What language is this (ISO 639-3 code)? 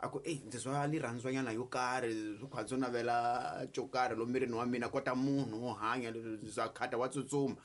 tso